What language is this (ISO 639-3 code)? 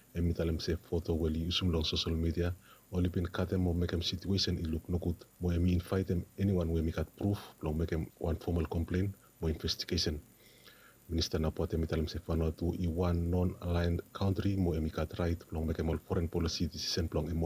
bis